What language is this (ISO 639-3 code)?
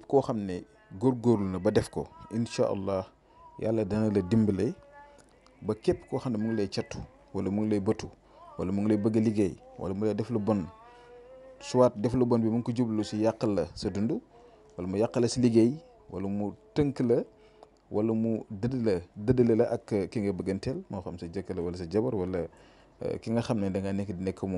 wol